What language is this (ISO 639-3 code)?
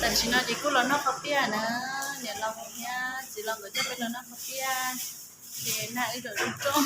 hmn